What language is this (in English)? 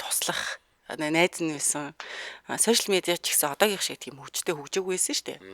Mongolian